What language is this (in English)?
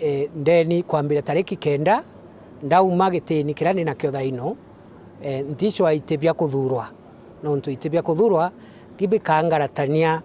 Meru